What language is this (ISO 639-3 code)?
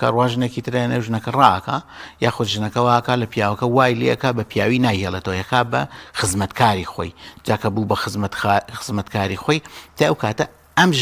ckb